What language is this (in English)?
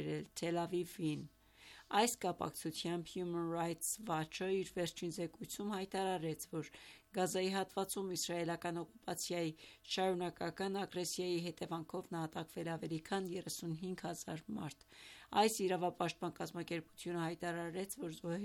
Armenian